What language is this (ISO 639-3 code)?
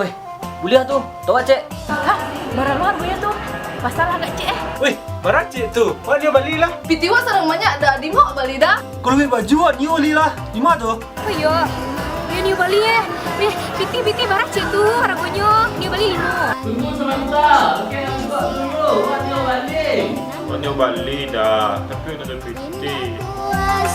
min